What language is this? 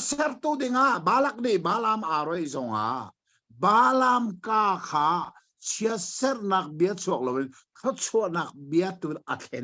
Hakha Chin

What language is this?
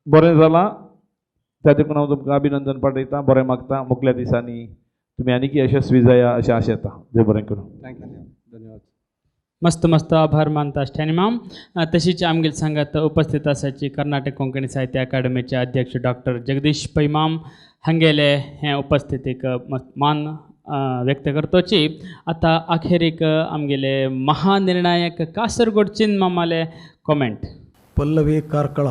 Konkani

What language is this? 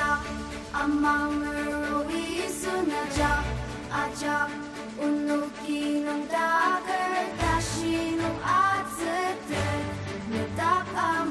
Ao Naga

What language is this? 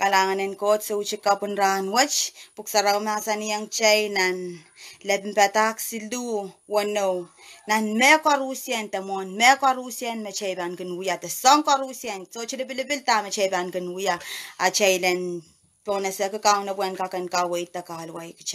Pohnpeian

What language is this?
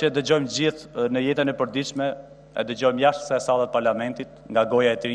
Albanian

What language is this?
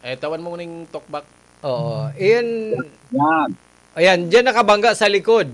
Bikol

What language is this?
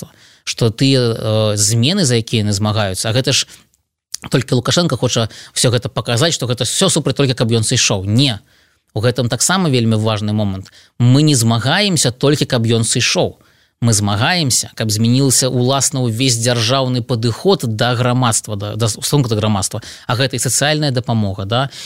Belarusian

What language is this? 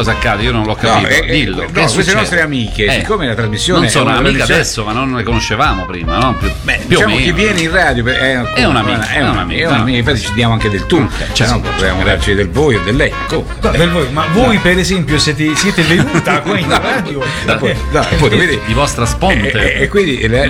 Italian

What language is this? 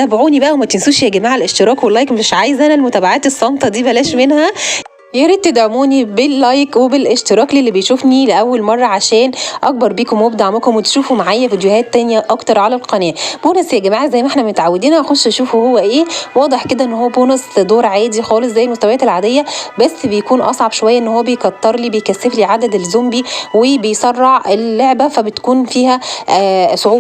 Egyptian Arabic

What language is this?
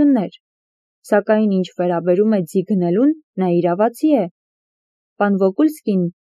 Armenian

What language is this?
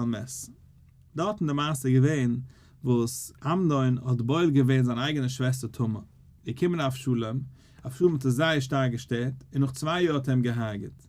Yiddish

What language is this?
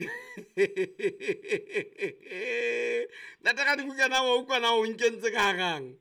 Southern Sotho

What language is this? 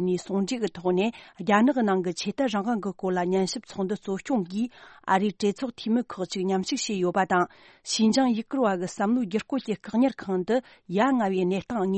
Tibetan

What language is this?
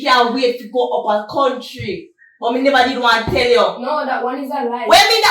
Jamaican Creole English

